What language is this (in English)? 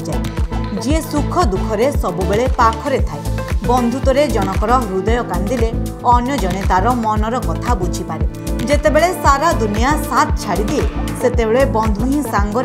Odia